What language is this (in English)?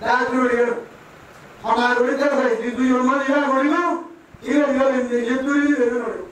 Rohingya